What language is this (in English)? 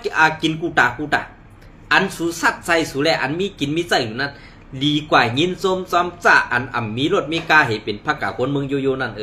Shan